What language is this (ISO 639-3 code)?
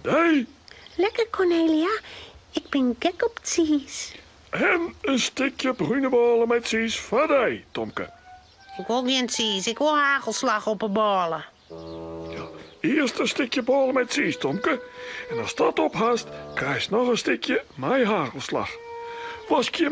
fry